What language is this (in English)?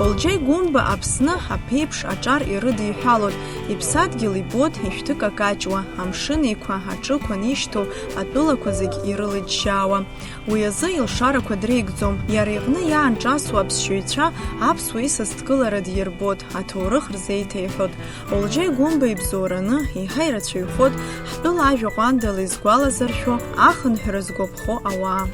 Abkhazian